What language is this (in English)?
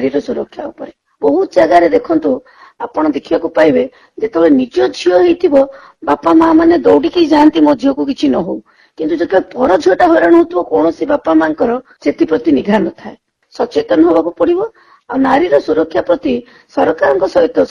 Odia